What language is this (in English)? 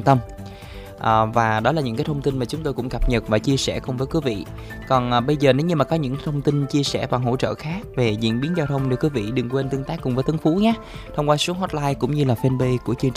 Vietnamese